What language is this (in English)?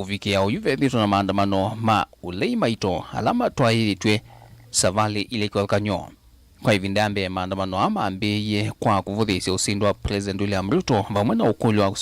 Kamba